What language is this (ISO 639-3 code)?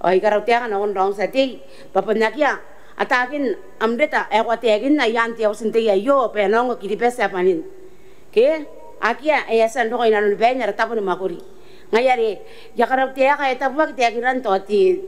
gil